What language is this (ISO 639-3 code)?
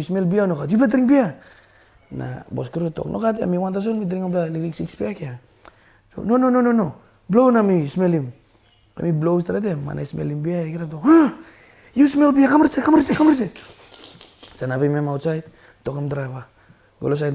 tpi